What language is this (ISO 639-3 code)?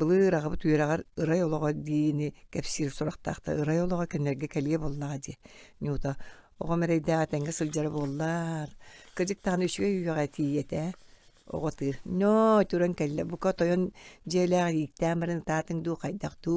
sah